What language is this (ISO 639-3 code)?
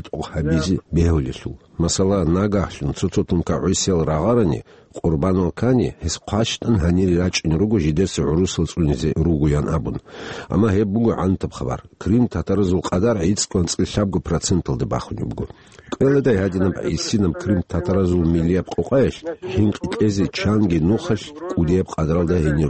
ava